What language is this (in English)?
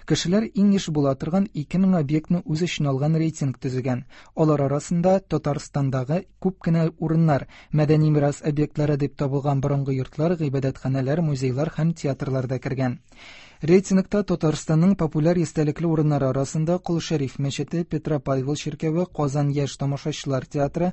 Tatar